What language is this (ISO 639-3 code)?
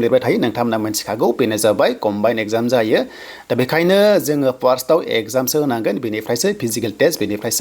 brx